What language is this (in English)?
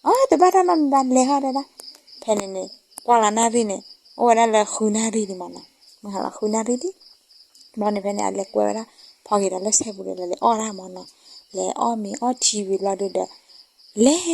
S'gaw Karen